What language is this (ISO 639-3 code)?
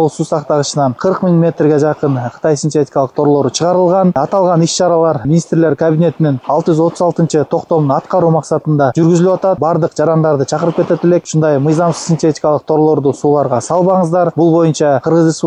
kir